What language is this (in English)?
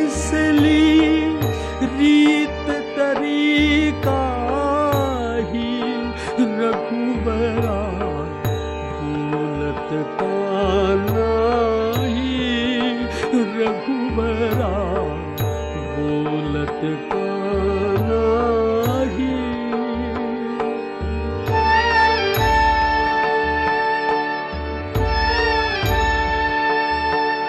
Marathi